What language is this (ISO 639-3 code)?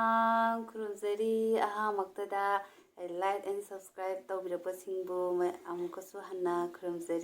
mni